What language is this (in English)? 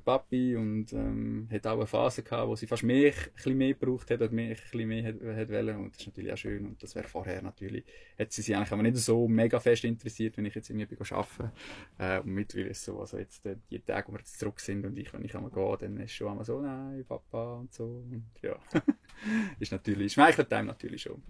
Swiss German